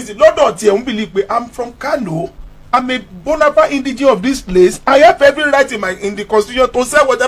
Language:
Yoruba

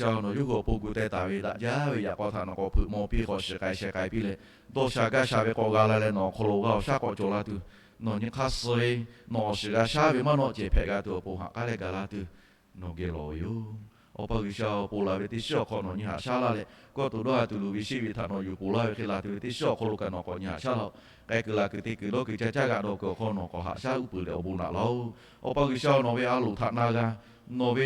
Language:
Lahu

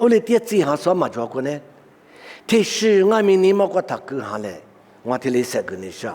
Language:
Lisu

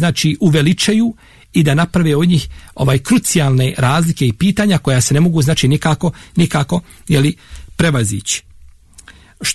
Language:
Bosnian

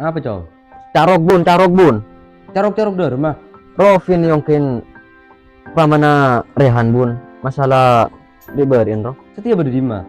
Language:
Madurese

